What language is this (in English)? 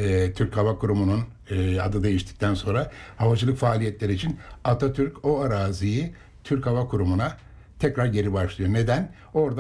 Turkish